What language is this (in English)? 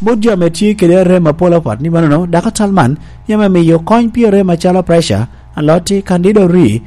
Lango (Uganda)